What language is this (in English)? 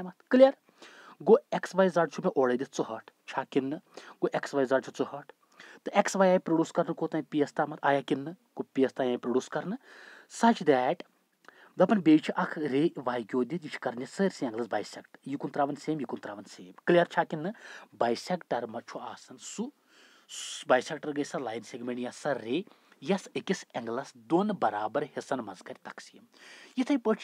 Kashmiri